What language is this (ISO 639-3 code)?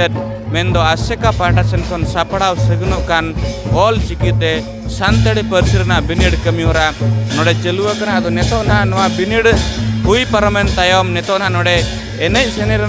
sat